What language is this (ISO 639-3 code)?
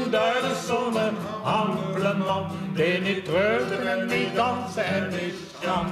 lim